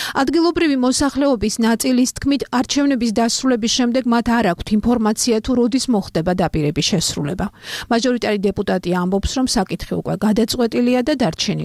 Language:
Georgian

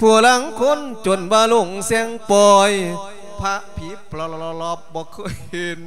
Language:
Lao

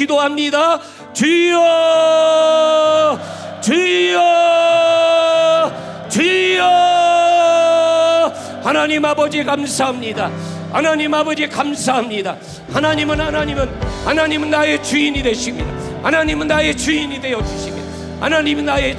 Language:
Korean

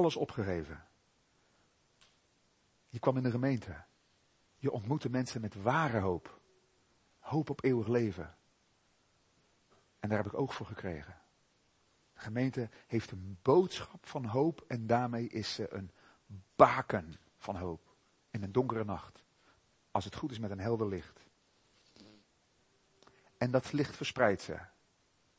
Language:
Dutch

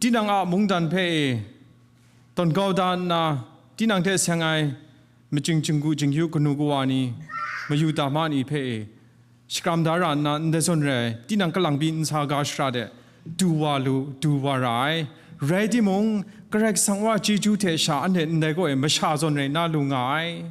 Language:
Kachin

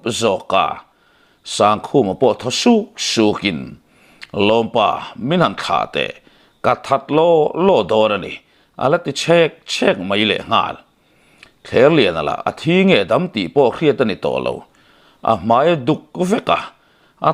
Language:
Mizo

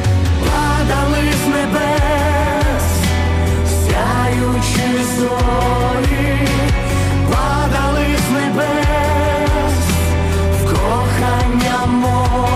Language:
Ukrainian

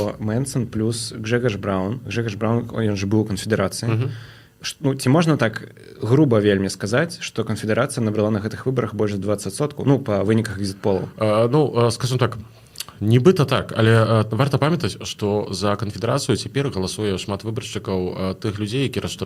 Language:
Belarusian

